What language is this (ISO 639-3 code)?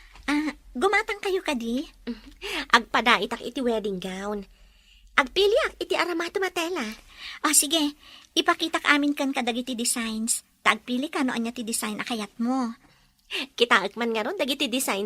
ilo